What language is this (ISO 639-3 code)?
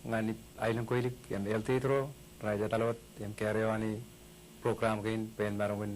mah